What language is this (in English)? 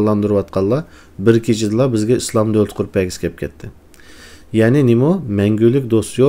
Uyghur